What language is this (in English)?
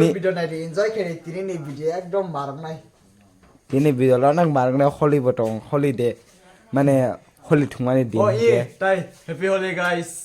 Kok Borok